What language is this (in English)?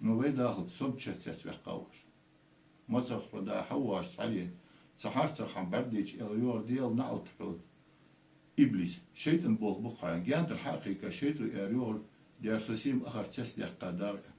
Ingush